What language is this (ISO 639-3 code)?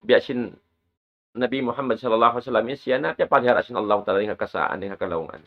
tsg